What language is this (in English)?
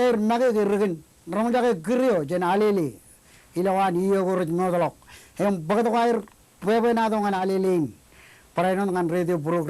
Marshallese